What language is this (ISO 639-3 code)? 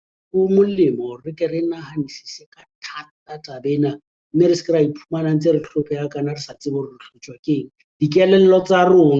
sot